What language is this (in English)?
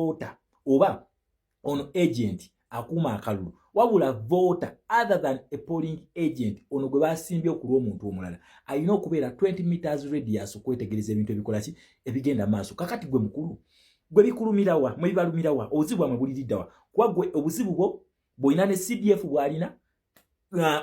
Ganda